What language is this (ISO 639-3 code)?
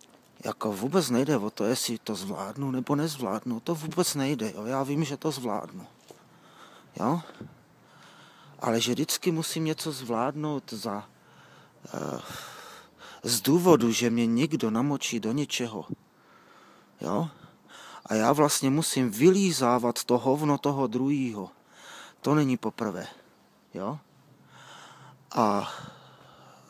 ces